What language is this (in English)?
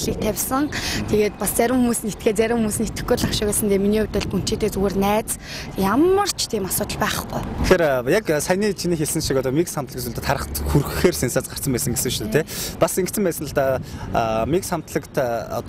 Mongolian